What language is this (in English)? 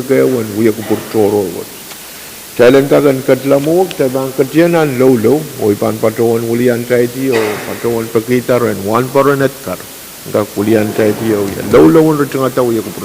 Pohnpeian